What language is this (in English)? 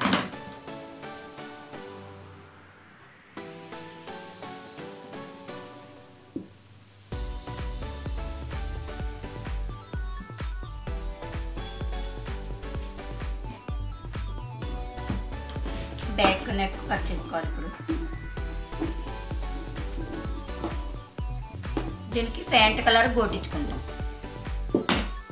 Telugu